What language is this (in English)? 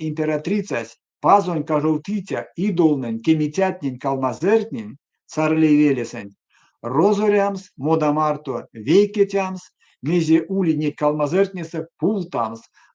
Erzya